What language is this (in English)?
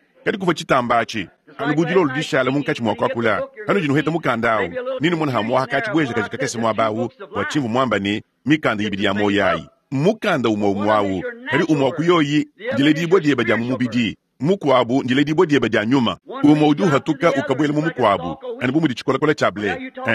Luba-Lulua